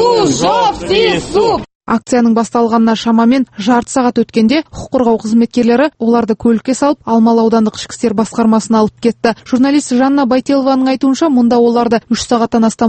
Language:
Kazakh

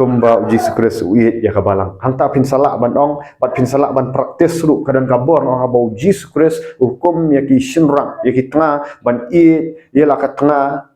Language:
Khasi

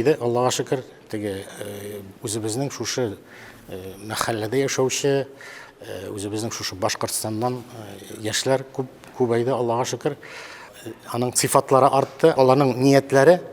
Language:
Bashkir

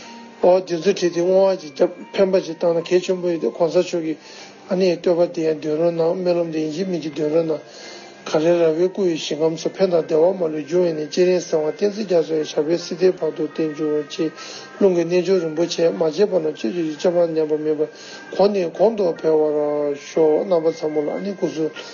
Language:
Tibetan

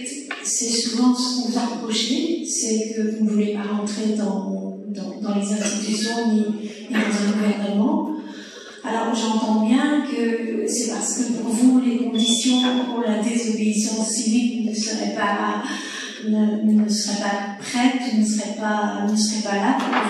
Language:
French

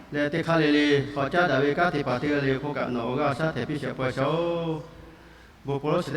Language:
Lahu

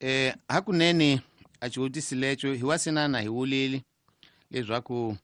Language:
Tsonga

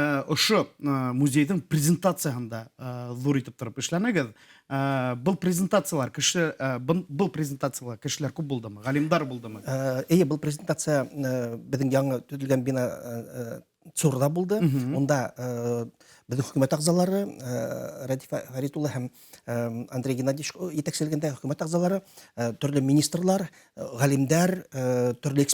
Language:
Bashkir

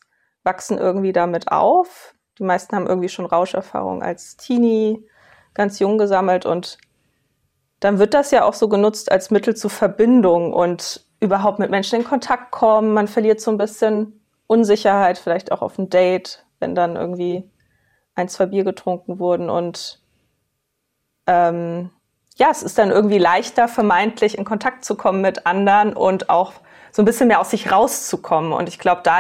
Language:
German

